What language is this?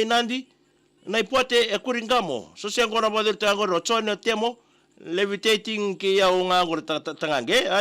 Fijian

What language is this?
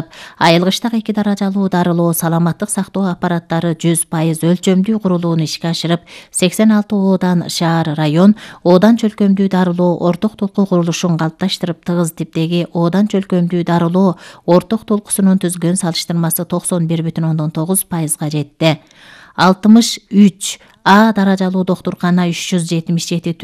Kyrgyz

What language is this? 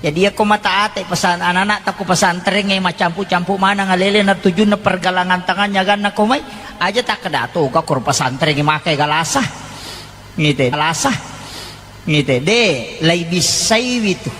Buginese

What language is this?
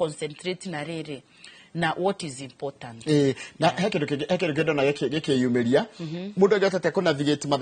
Kikuyu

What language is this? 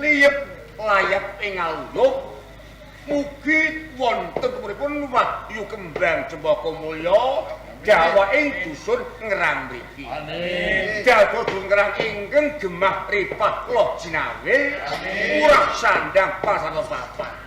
Javanese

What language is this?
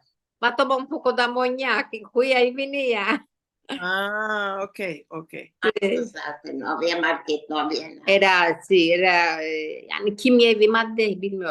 Ladino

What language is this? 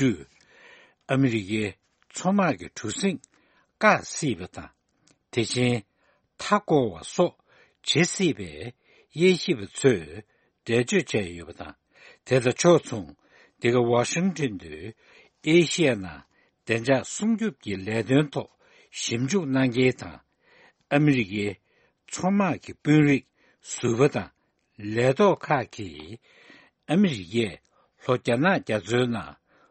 Tibetan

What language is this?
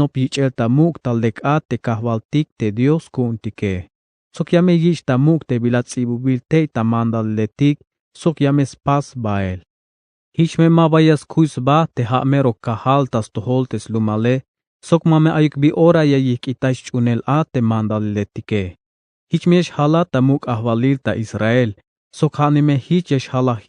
Tzeltal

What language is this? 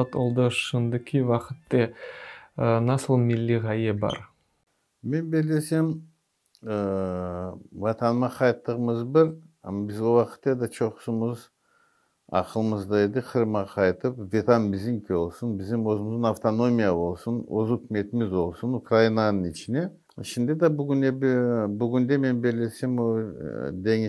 Crimean Tatar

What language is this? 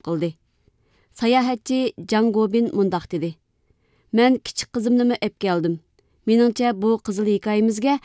Uyghur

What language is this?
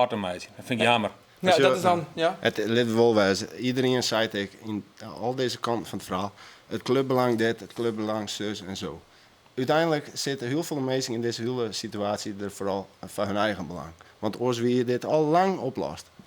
Western Frisian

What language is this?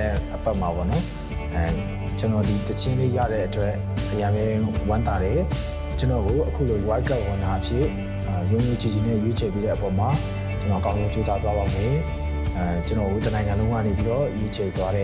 Burmese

